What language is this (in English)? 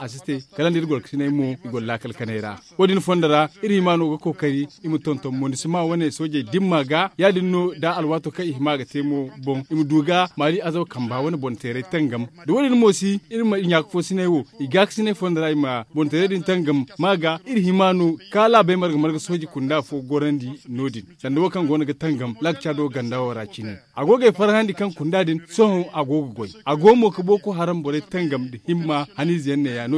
Zarma